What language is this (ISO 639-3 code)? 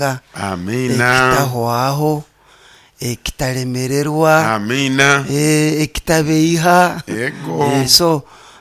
nyo